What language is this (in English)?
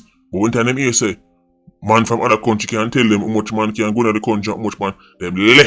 Jamaican Creole English